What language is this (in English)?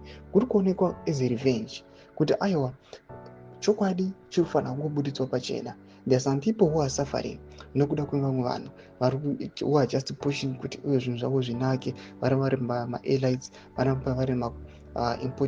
Shona